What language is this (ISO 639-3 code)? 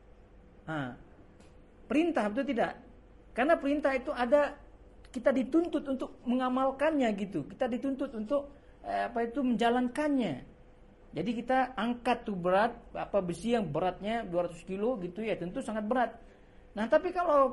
ind